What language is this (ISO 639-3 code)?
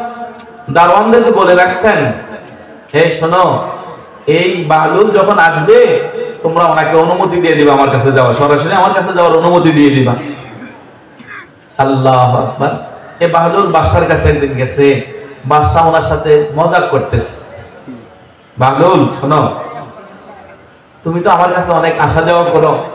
ben